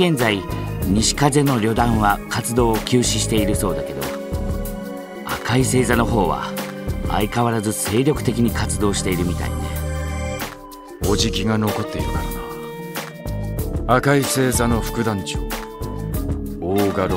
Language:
Japanese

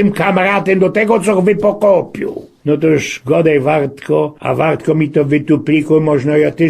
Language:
Silesian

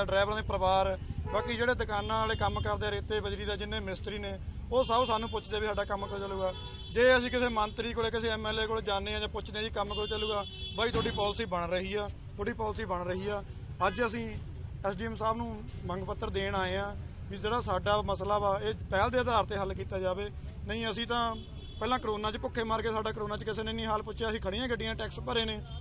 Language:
Punjabi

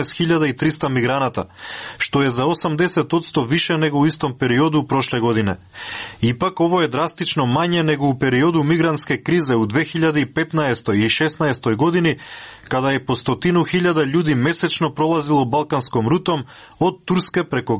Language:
Serbian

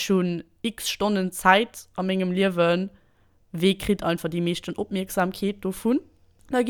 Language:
Luxembourgish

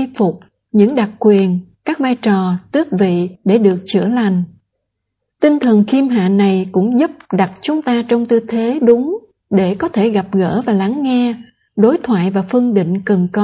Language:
Vietnamese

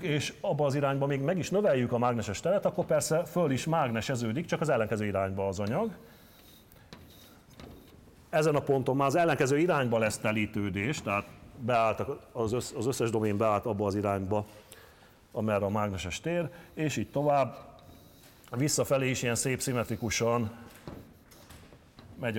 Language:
Hungarian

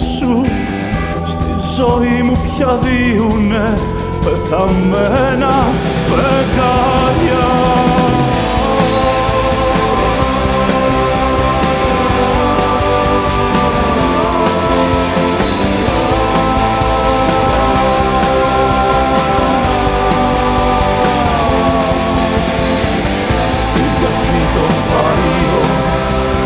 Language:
Greek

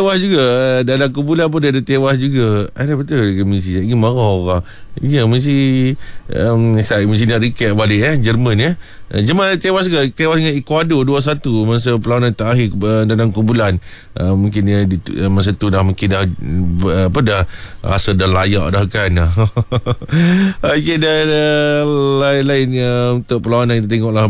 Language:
Malay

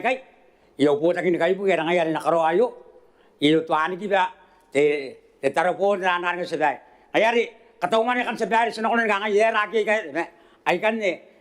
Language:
Gilbertese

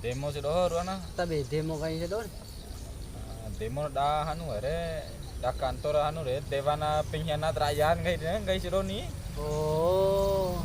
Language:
Bima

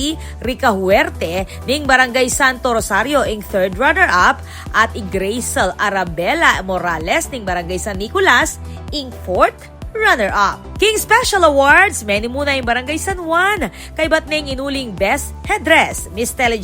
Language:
Pampanga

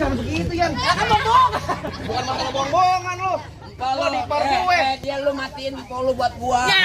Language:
Betawi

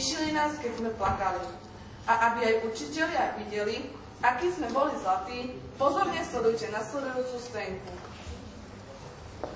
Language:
Slovak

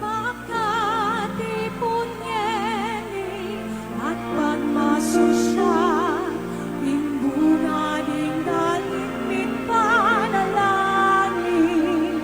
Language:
Pampanga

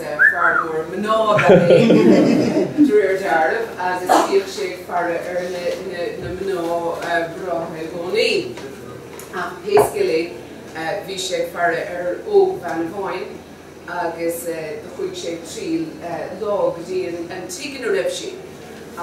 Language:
Irish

